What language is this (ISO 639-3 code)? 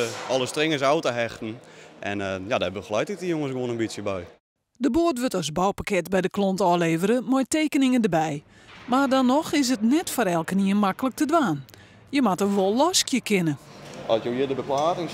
fry